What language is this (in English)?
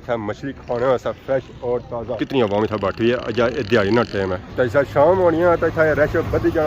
Pahari-Potwari